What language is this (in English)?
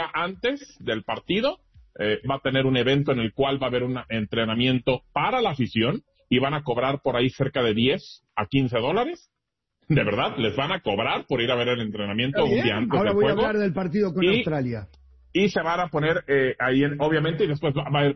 Spanish